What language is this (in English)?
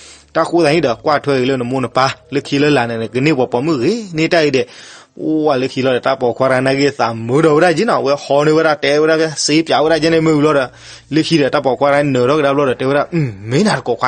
S'gaw Karen